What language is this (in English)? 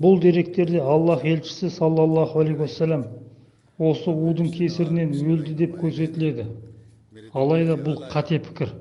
Kazakh